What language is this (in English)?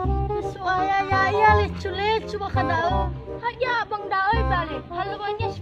Nias